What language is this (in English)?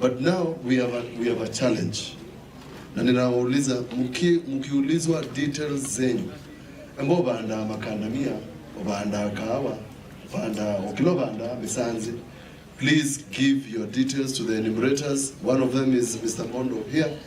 Kamba